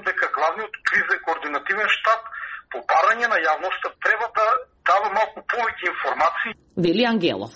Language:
Macedonian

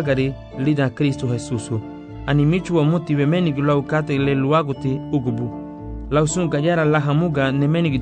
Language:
Garifuna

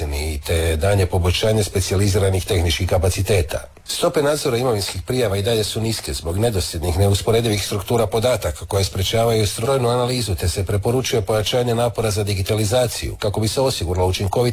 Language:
Croatian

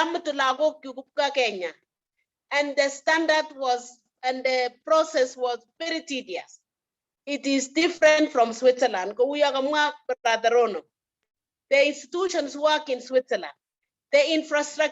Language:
Kalenjin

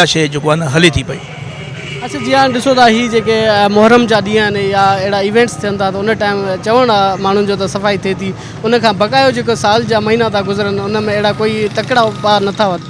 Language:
Sindhi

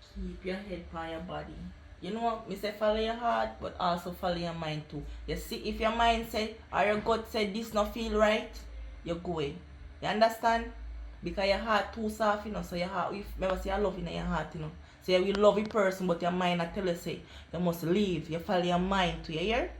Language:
Jamaican Creole English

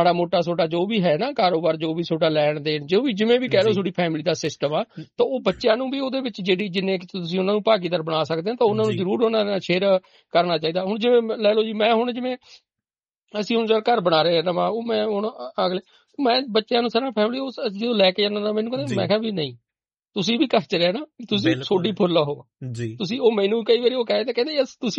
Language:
Punjabi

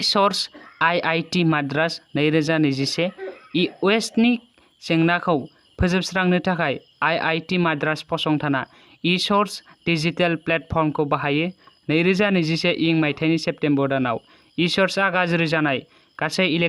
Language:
Bodo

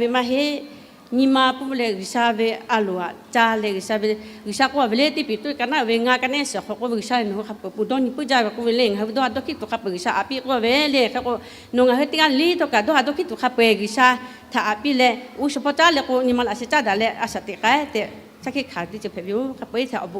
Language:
Lahu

